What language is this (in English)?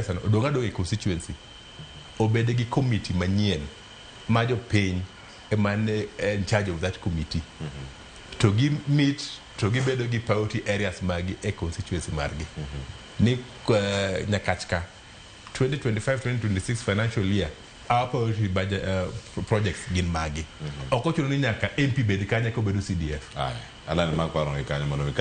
Luo (Kenya and Tanzania)